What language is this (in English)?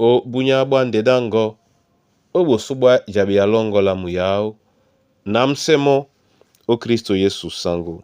Duala